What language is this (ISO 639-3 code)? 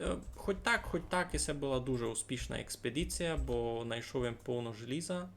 rue